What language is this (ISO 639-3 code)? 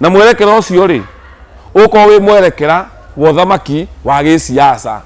kik